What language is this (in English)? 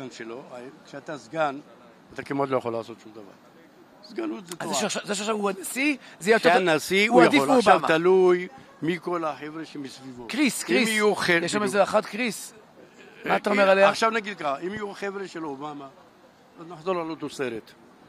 Hebrew